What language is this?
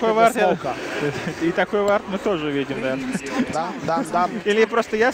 Russian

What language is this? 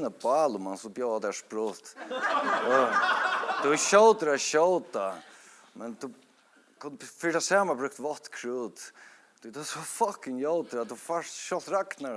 Faroese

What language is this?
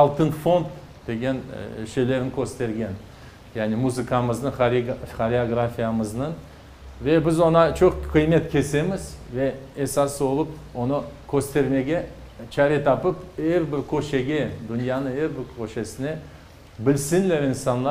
Crimean Tatar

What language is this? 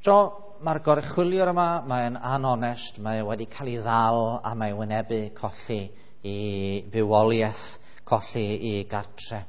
Welsh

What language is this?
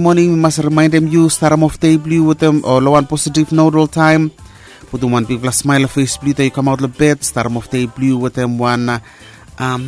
Bislama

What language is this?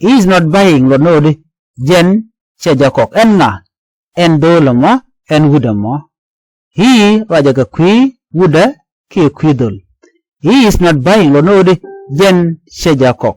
Nuer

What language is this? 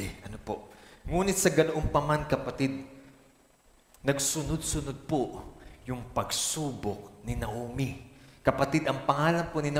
Filipino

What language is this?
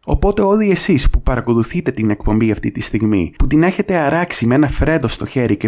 Greek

